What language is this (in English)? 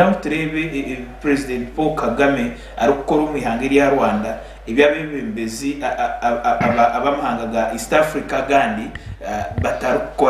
Nyankole